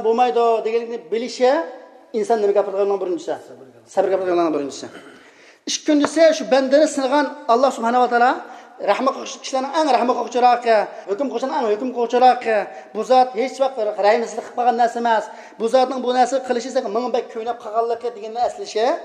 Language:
Uyghur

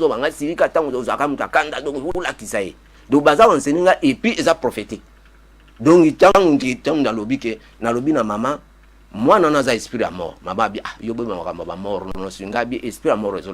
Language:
Lingala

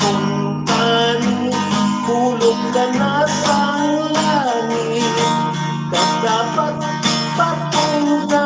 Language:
Hiligaynon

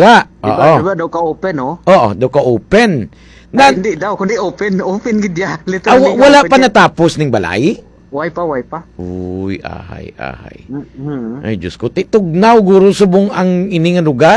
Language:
Hiligaynon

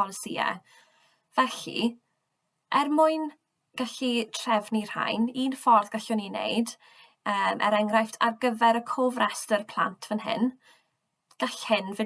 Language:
Welsh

